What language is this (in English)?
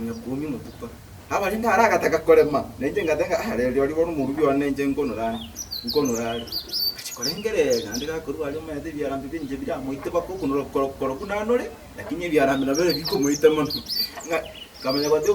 Gusii